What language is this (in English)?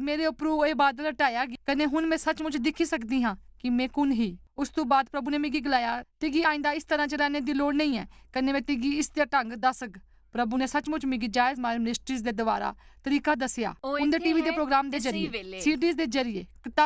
Dogri